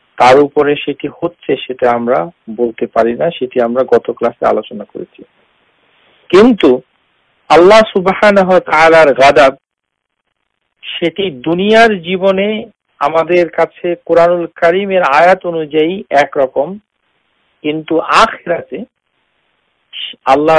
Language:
Bangla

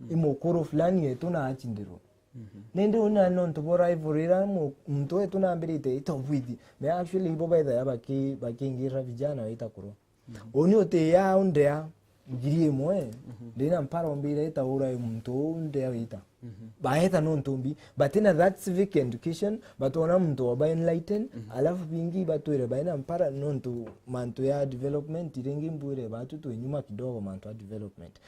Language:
Meru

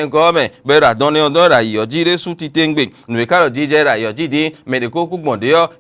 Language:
Fon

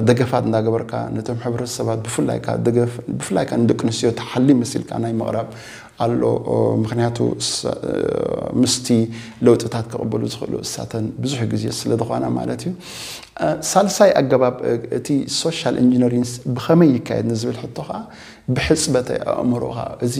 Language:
Tigrinya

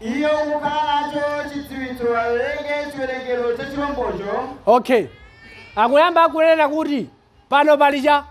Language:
Nyanja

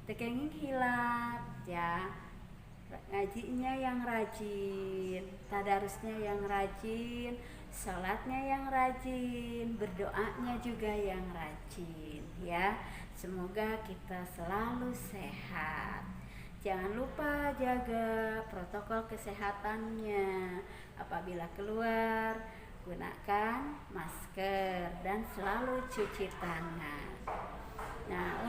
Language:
Sundanese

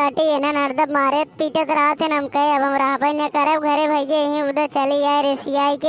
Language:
Awadhi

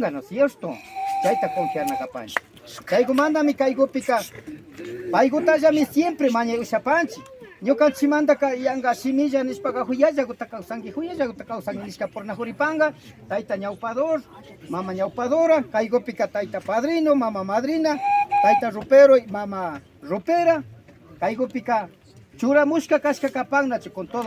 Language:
Imbabura Highland Quichua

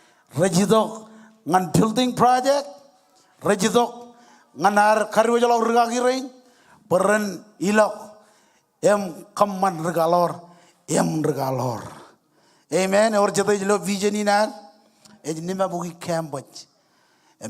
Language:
Marshallese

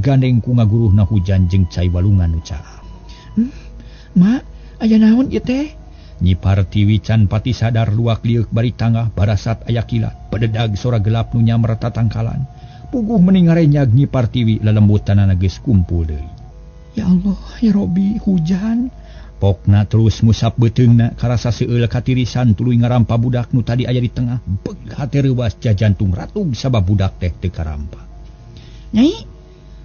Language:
Sundanese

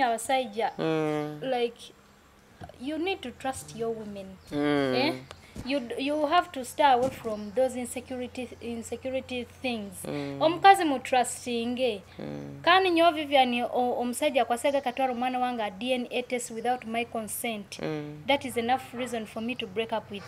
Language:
Nyoro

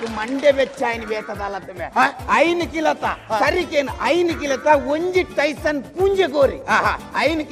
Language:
Tulu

